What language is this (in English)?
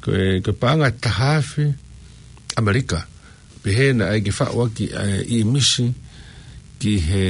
Tongan